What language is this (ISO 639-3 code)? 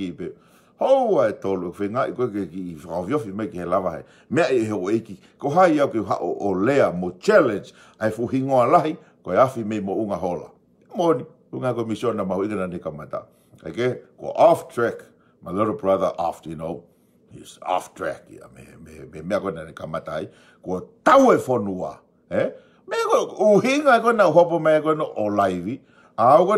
ton